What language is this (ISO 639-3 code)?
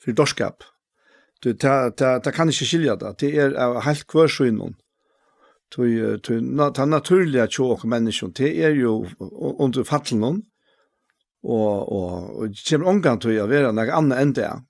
fao